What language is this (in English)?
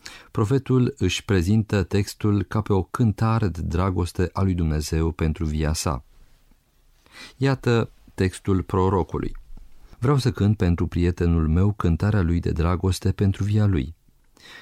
Romanian